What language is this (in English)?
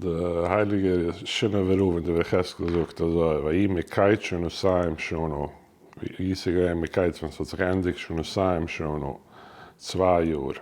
Yiddish